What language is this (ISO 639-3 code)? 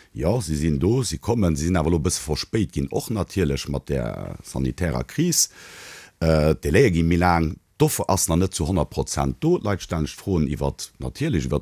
ltz